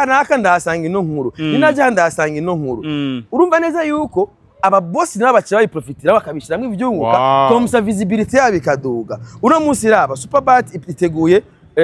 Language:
Rundi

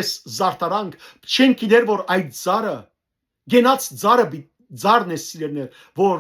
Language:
Western Armenian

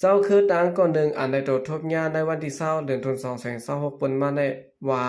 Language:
Shan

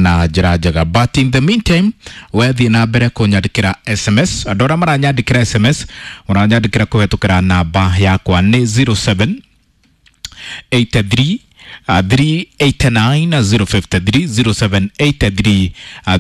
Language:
Kikuyu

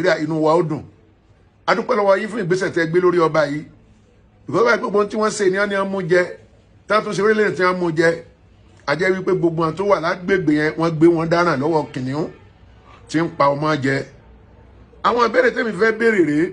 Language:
Yoruba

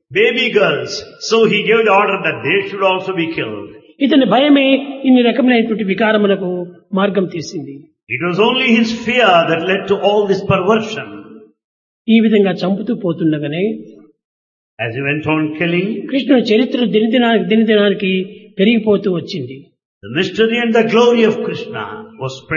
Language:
Telugu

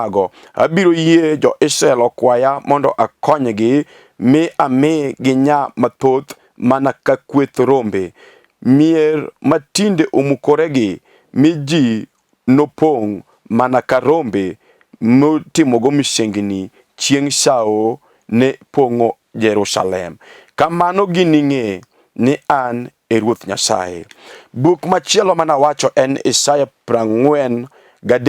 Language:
Luo (Kenya and Tanzania)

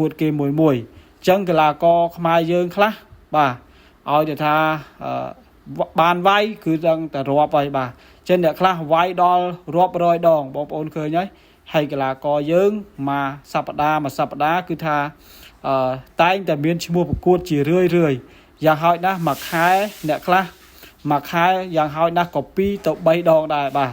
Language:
Khmer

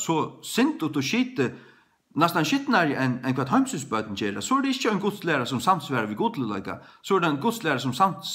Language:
Faroese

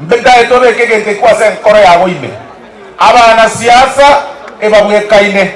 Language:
Gusii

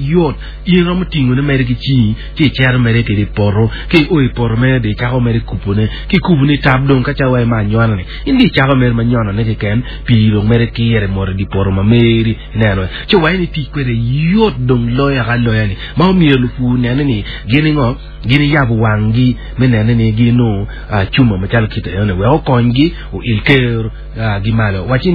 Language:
Acoli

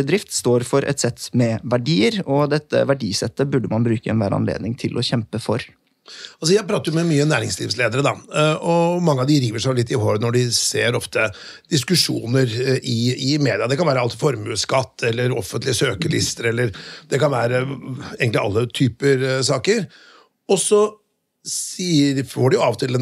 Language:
Norwegian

